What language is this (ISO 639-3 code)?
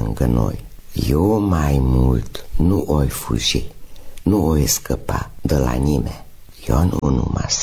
ron